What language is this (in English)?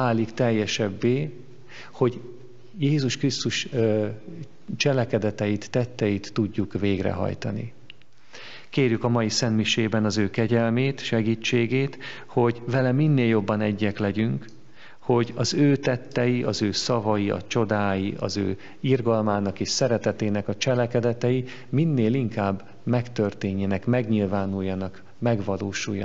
Hungarian